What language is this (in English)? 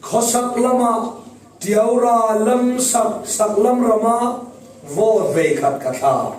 Falam Chin